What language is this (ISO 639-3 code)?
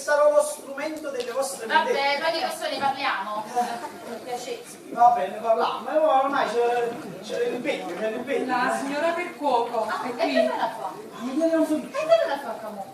nap